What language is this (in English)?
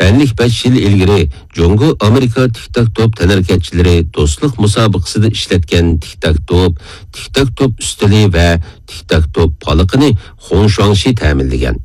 Uyghur